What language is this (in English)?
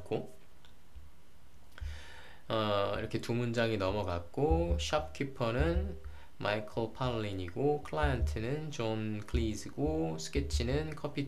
Korean